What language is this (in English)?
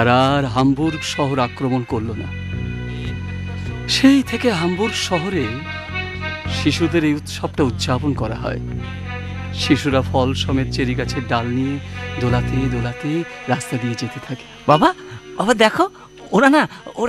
Bangla